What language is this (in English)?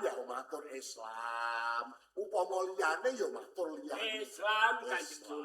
Javanese